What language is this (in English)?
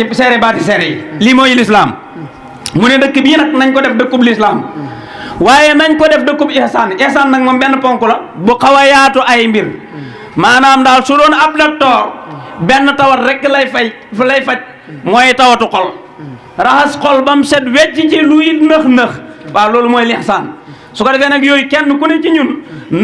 Wolof